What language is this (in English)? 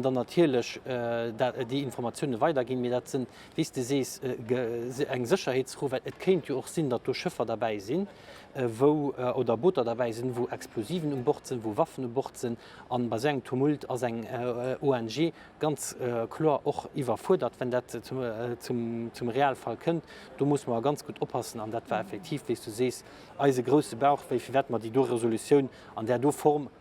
Luxembourgish